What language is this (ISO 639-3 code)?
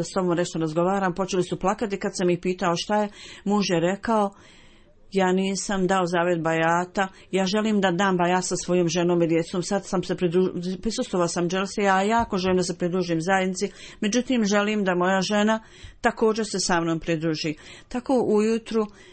bos